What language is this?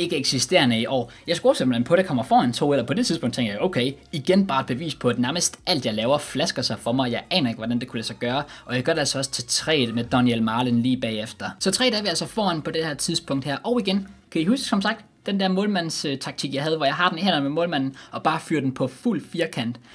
Danish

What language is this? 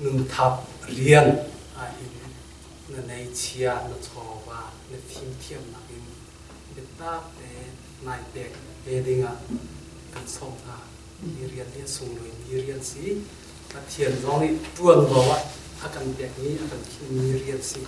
Hakha Chin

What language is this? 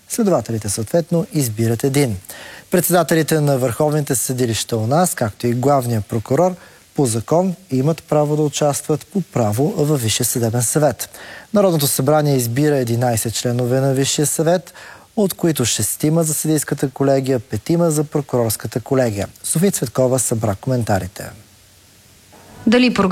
Bulgarian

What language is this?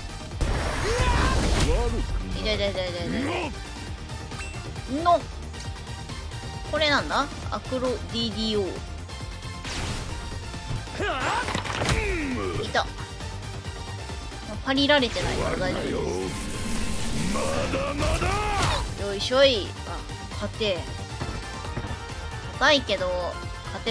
Japanese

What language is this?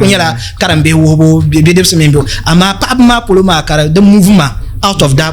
Dagbani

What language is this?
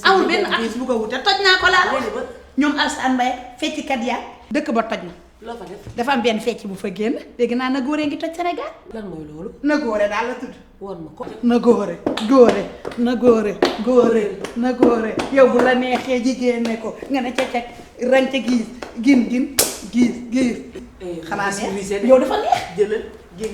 Wolof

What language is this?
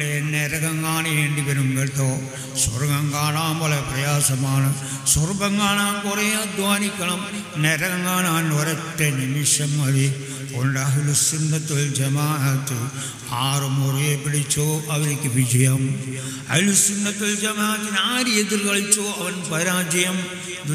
Malayalam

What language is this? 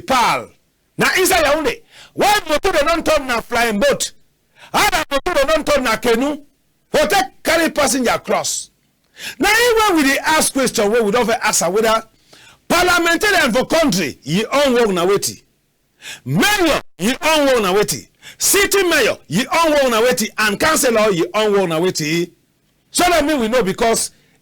Cameroon Pidgin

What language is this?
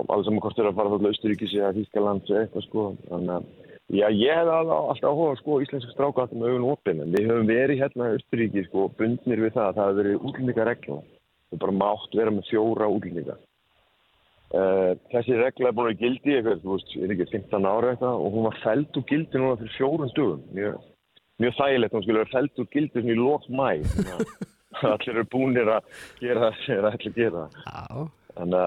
Icelandic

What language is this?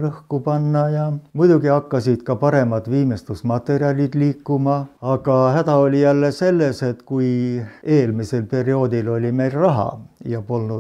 Estonian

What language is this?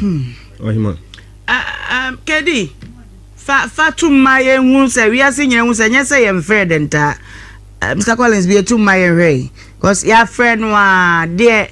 Akan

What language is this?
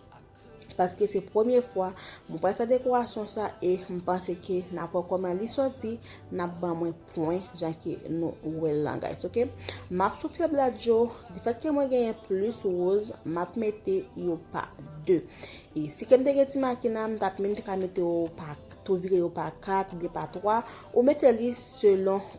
Haitian Creole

